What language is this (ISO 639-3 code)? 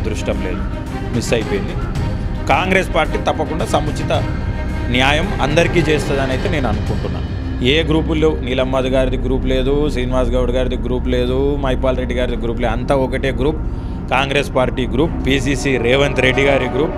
tel